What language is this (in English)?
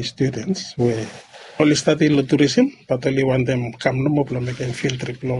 Bislama